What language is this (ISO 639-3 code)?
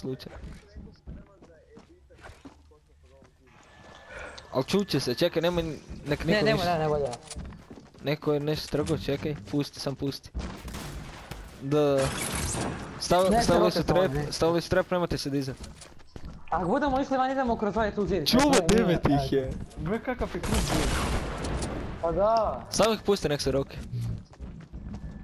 hrv